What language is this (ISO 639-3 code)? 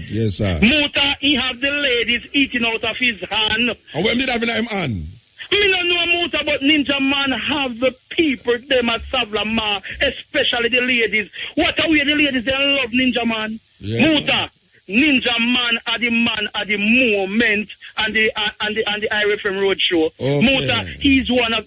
jam